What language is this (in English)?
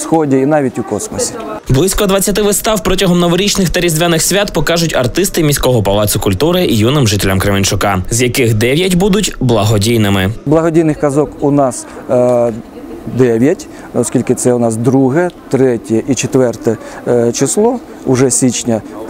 Ukrainian